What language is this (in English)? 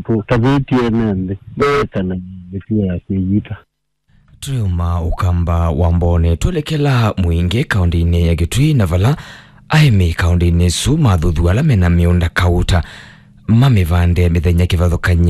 Kamba